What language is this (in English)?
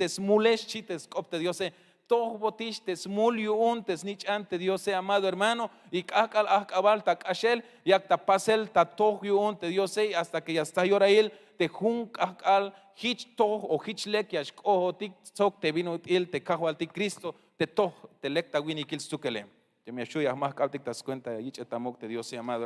Tzeltal